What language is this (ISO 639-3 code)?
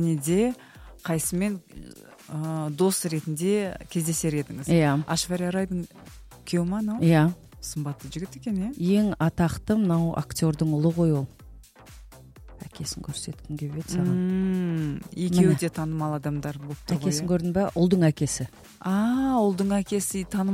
kaz